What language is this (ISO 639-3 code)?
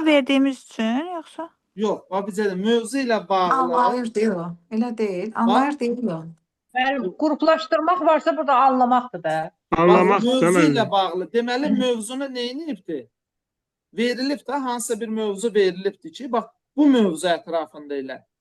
aze